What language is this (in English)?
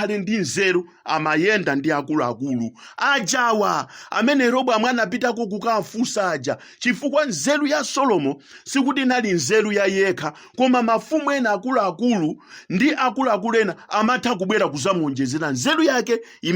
Nyanja